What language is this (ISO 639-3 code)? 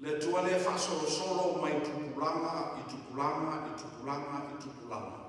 smo